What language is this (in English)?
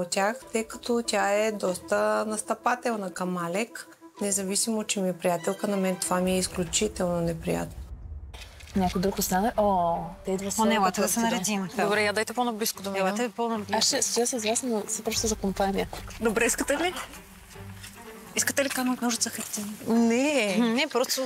Bulgarian